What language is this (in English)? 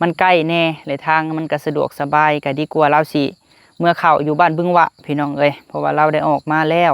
Lao